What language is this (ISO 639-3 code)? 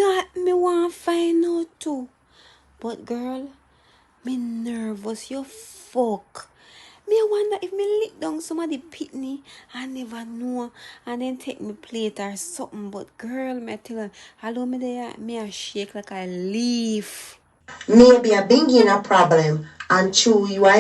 jam